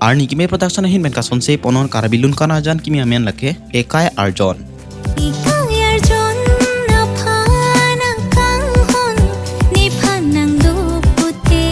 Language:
Karbi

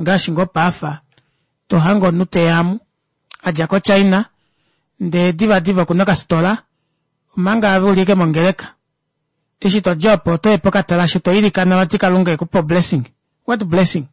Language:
Kuanyama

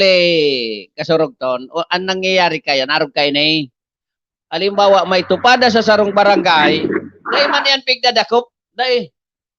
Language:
Bikol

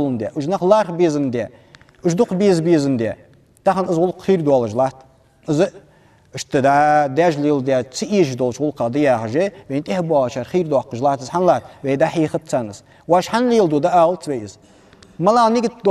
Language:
Ingush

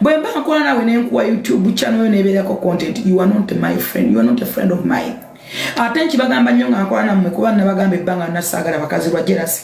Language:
Ganda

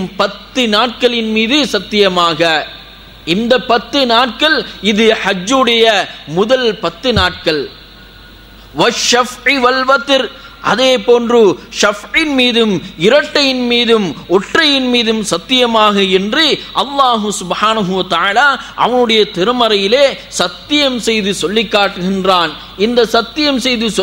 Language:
Tamil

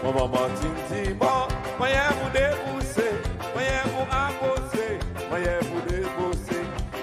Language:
Seselwa Creole French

